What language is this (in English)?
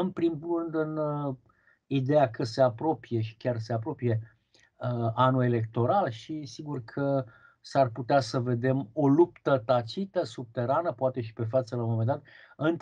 Romanian